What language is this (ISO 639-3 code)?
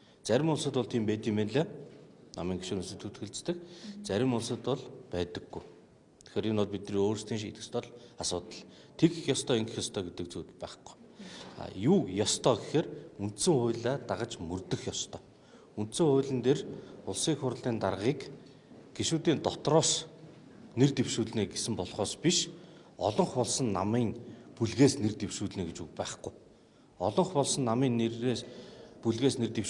mon